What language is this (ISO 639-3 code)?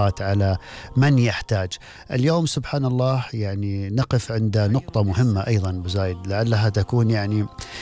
afb